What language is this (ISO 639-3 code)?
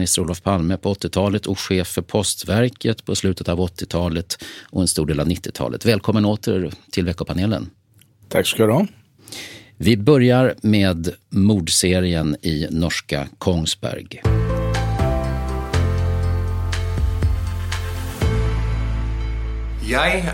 swe